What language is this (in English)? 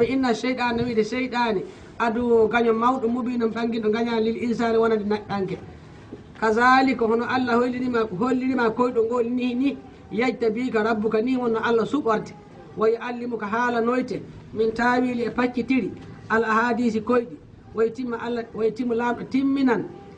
Fula